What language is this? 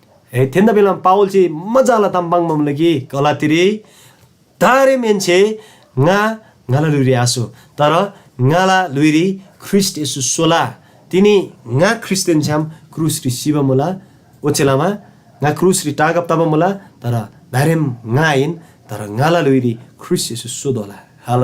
Eastern Tamang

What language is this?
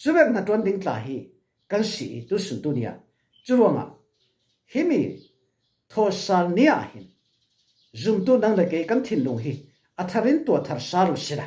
Falam Chin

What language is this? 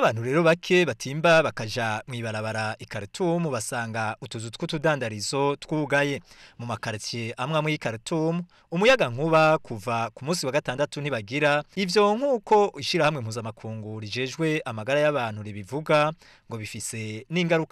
Rundi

